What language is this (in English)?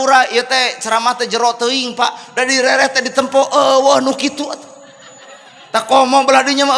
Sundanese